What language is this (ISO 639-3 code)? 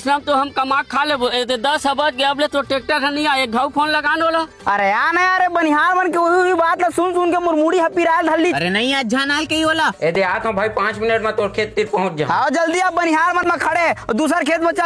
hne